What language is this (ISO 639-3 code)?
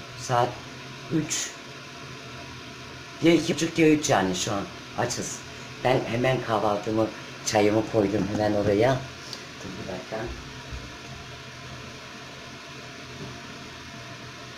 tur